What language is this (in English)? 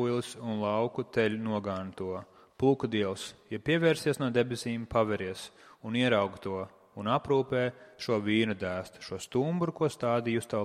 Latvian